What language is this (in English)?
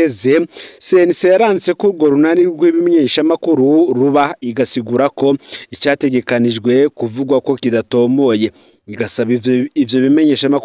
Rundi